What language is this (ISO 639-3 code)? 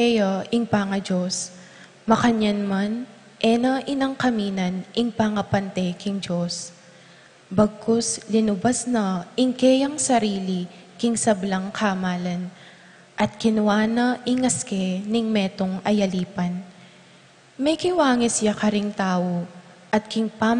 pam